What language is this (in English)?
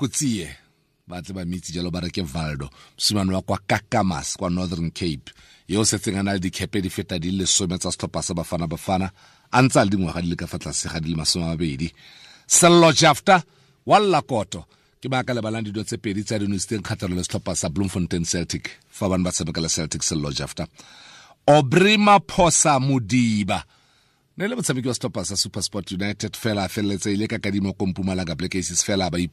Tswana